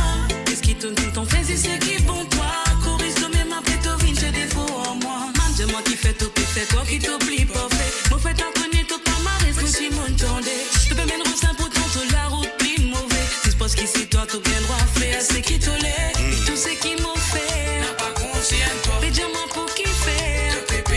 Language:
Morisyen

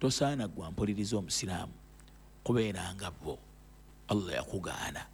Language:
Ganda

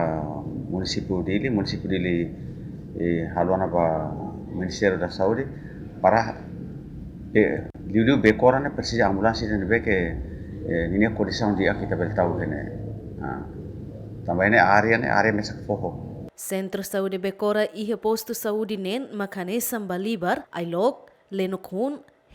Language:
Tetum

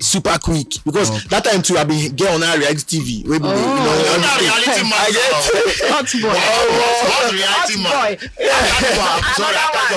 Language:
Nigerian Pidgin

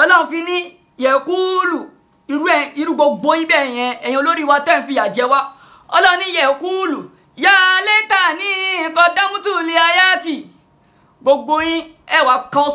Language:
Yoruba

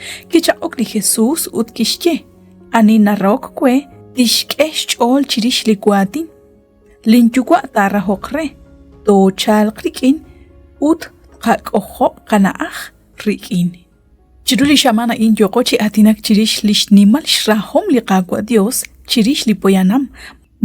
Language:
Kekchí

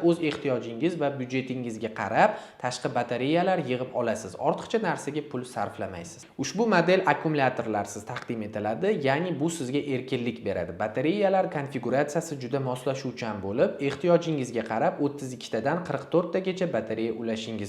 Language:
Uzbek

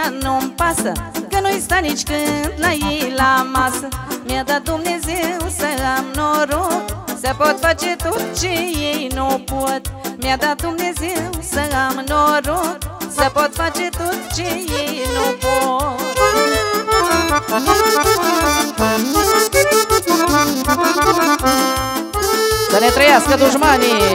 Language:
Romanian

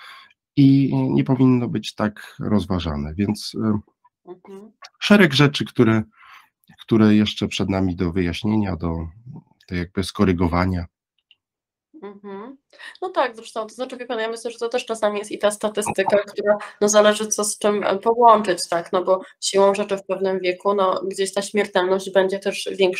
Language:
Polish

